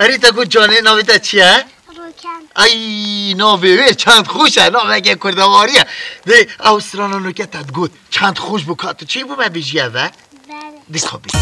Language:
Kurdish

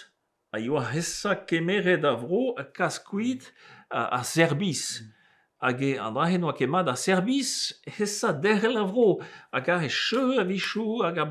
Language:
Breton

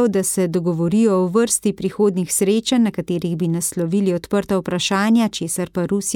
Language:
Slovenian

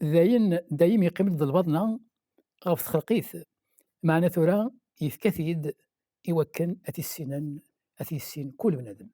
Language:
Kabyle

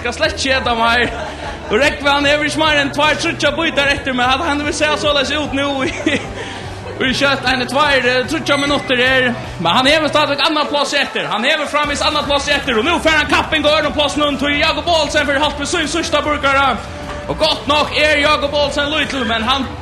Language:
Faroese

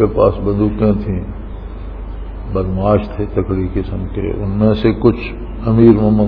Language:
Urdu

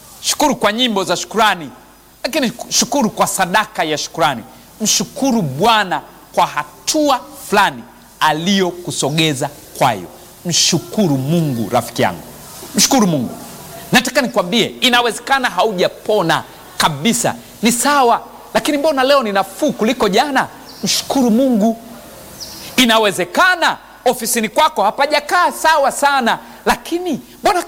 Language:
Swahili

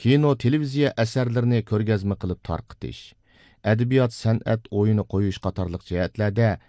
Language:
Uyghur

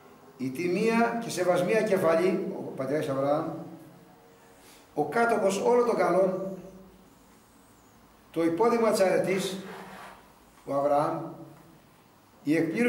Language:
Greek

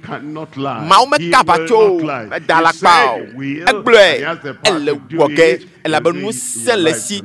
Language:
Ewe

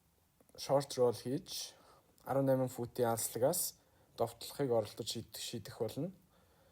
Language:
Mongolian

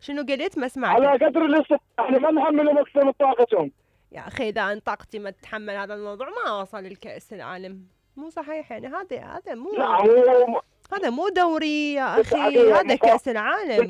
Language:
Mesopotamian Arabic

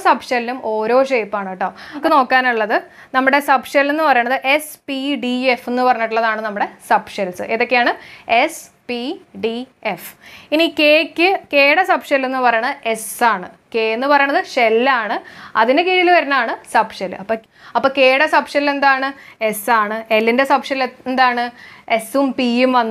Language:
Malayalam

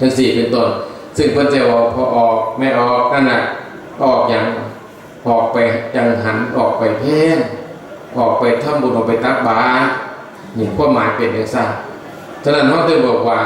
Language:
Northeastern Thai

